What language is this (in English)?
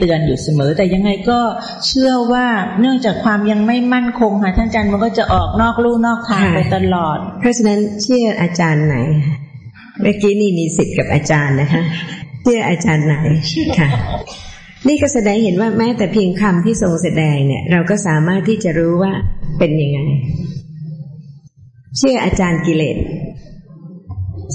Thai